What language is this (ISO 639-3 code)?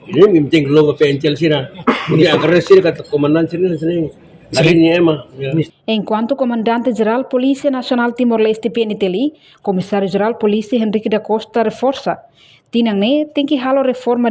tet